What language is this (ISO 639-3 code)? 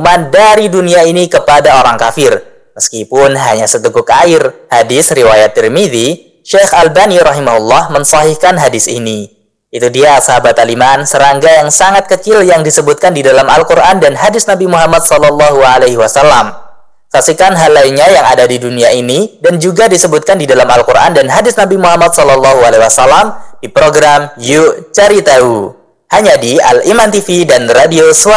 ind